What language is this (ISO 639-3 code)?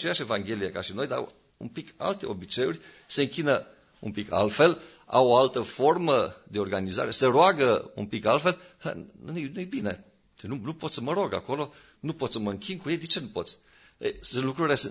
ron